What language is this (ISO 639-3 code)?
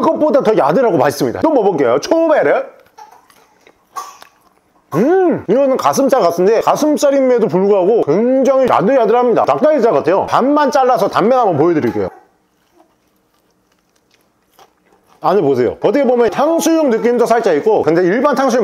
kor